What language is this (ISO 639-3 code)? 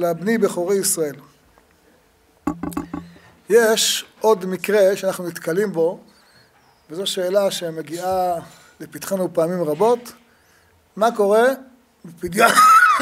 heb